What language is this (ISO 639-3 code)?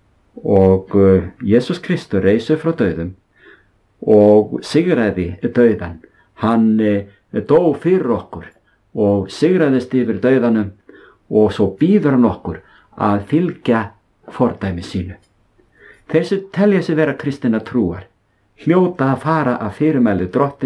isl